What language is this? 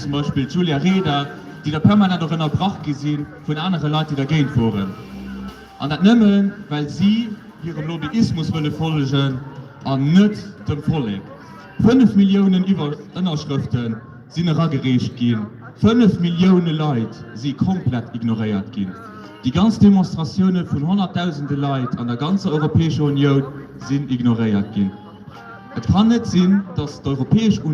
Luxembourgish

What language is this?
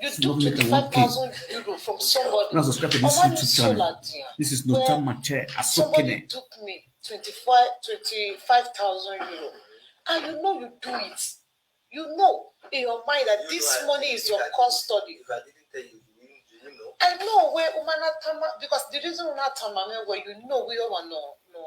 Nigerian Pidgin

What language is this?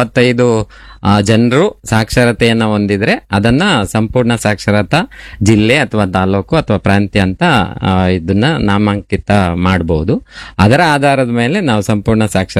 Kannada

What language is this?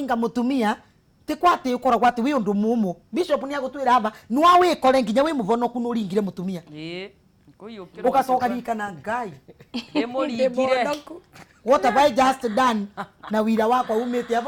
Kikuyu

